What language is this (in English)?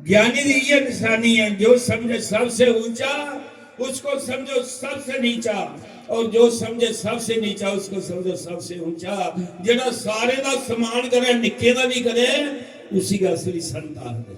Dogri